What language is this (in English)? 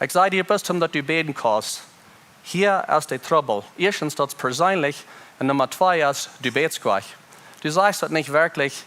Plautdietsch